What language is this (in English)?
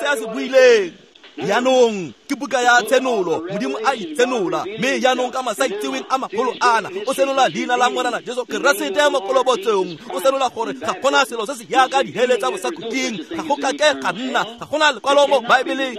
Tswana